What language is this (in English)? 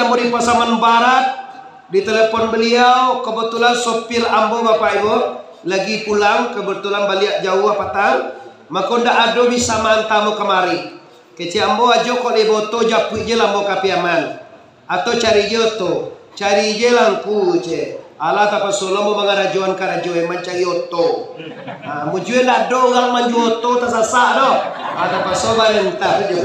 Minangkabau